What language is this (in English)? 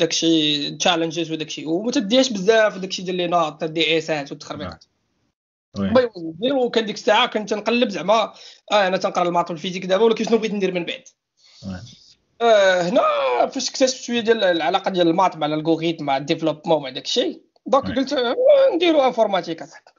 Moroccan Arabic